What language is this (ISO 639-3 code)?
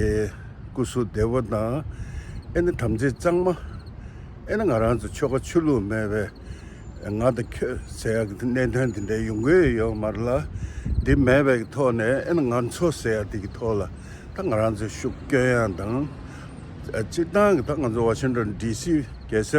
bod